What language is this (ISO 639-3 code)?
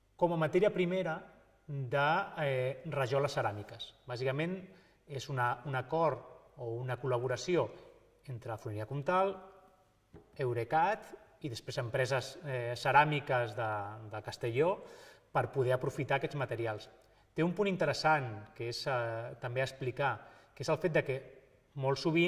cat